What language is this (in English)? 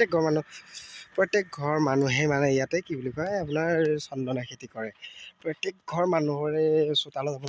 Assamese